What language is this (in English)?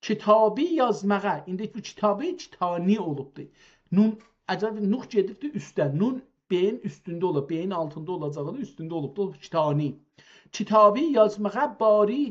South Azerbaijani